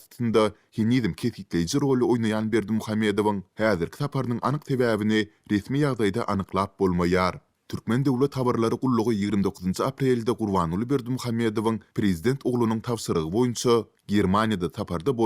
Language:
Turkmen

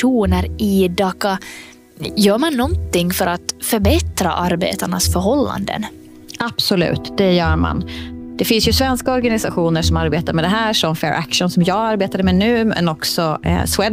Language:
Swedish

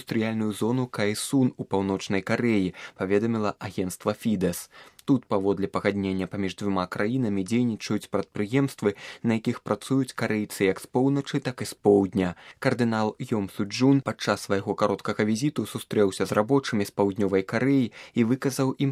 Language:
Belarusian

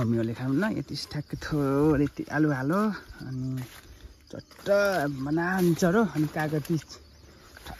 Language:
Nepali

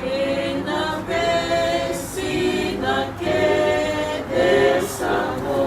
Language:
Fijian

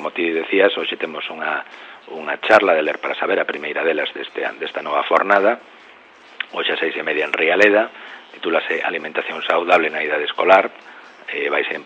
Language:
Galician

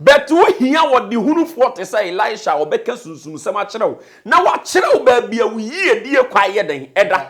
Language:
Akan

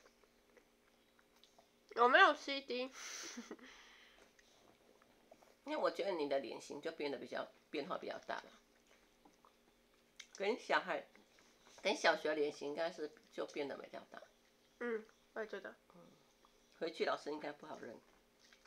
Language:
Chinese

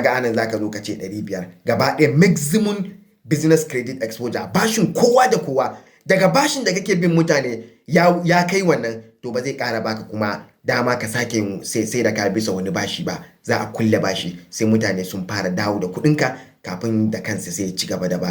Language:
Hausa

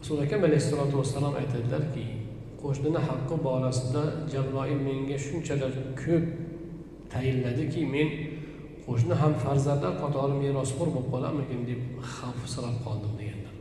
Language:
Uzbek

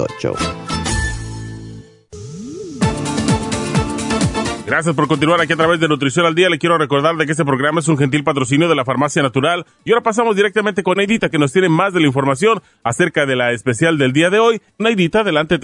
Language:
Spanish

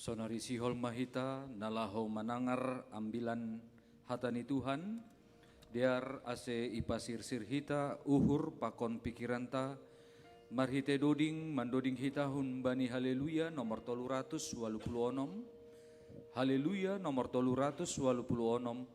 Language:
Batak Simalungun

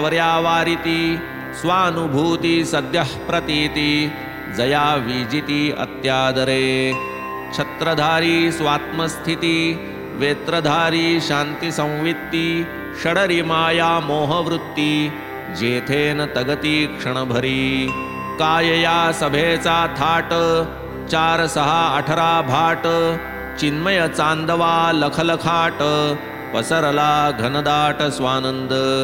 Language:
Marathi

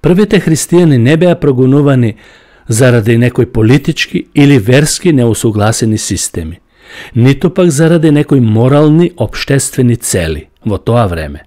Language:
Macedonian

